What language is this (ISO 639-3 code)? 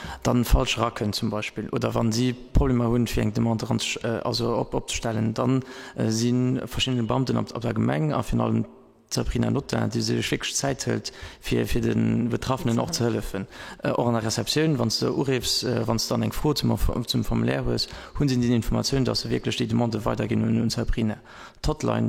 ltz